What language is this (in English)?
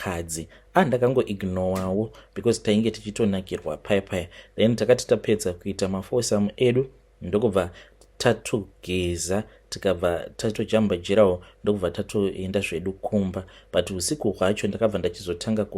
Shona